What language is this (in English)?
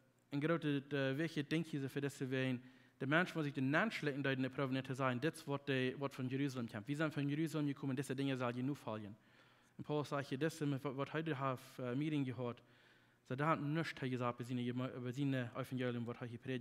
Plautdietsch